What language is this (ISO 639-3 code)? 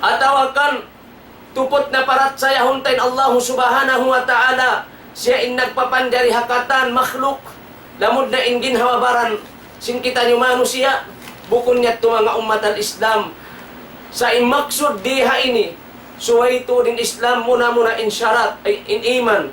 tsg